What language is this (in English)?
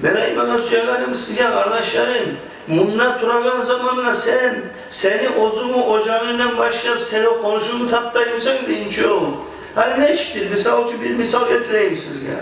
Kumyk